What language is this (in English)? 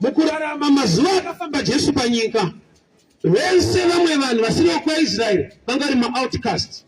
Shona